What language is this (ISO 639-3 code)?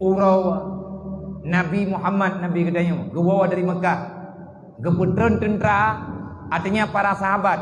ace